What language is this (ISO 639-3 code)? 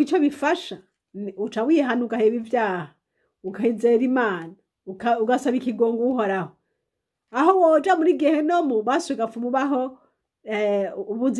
run